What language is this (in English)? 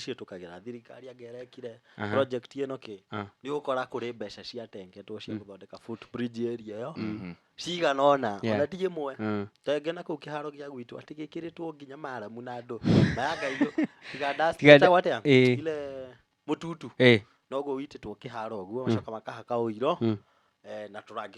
Kikuyu